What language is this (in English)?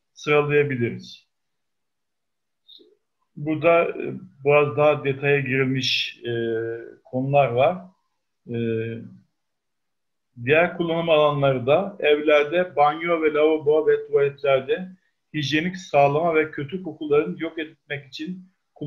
Turkish